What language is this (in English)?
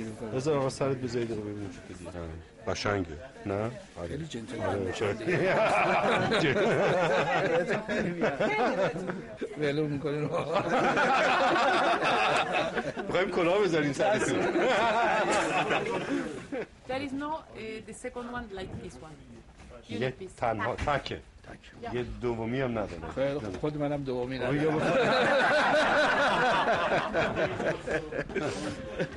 Persian